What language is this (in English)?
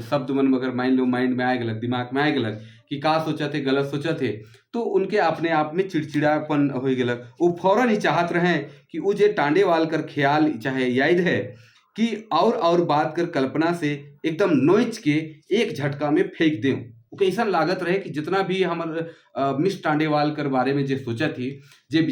Sadri